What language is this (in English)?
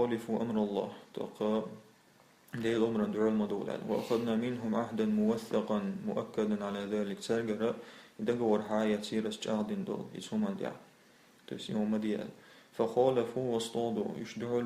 Chechen